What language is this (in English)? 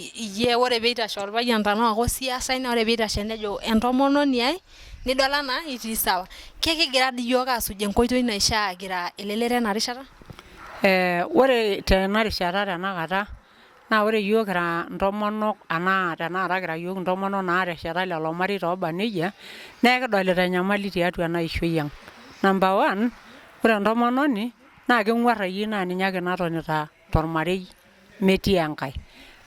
Masai